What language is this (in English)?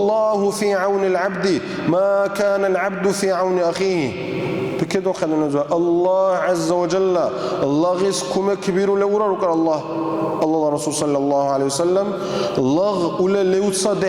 Dargwa